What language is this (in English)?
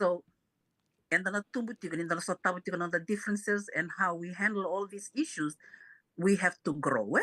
Fijian